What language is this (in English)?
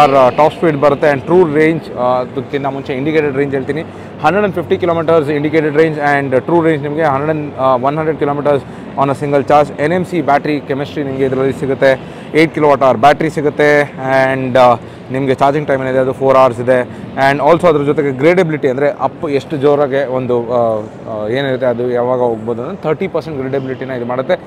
Kannada